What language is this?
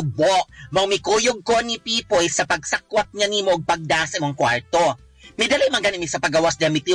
Cebuano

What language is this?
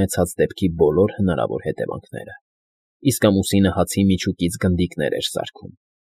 Armenian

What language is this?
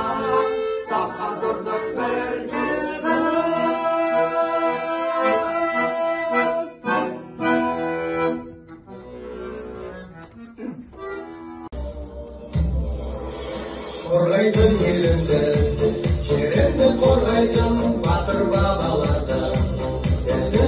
Kazakh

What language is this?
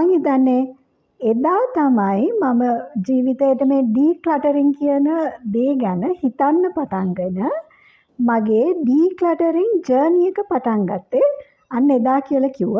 Sinhala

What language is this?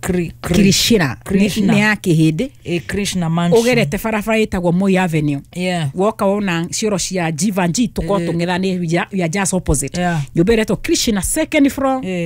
Kikuyu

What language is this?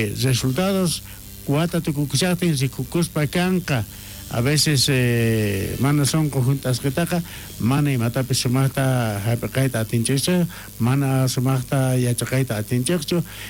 South Bolivian Quechua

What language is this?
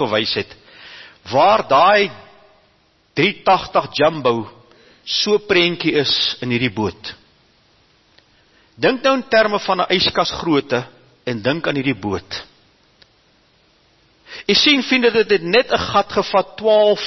Afrikaans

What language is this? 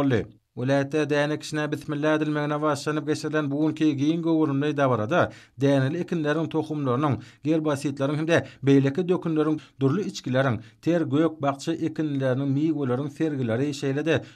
Turkmen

